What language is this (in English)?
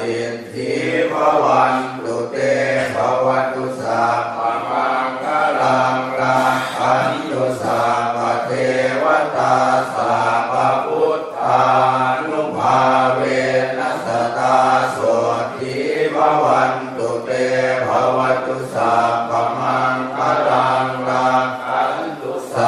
Pali